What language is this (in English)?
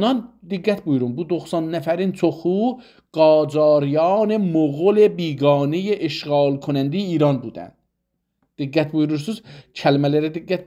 South Azerbaijani